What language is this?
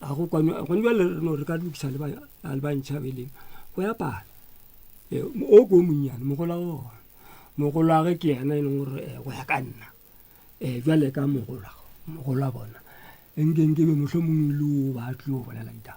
Northern Sotho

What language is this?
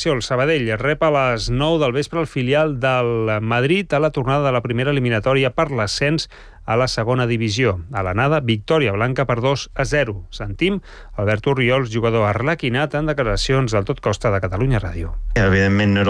Catalan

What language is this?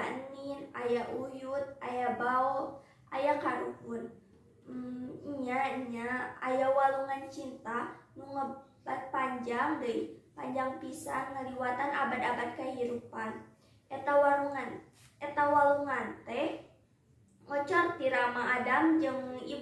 Sundanese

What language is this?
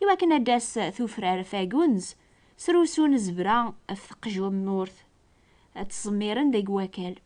Kabyle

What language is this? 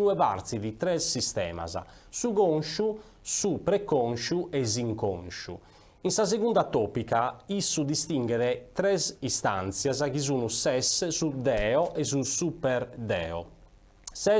Sardinian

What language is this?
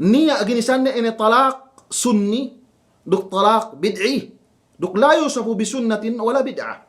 Yakan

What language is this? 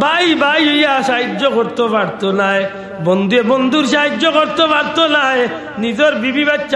Sylheti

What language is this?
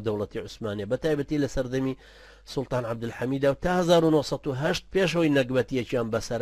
Central Kurdish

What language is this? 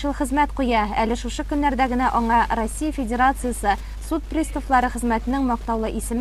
Tatar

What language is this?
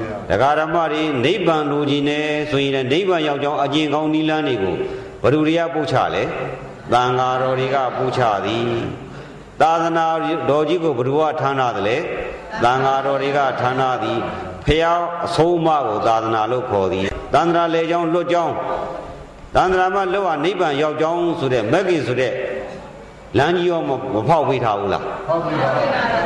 Burmese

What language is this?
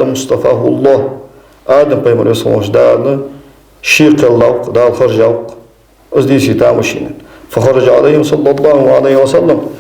Ingush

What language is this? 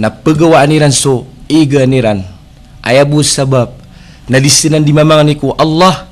Maranao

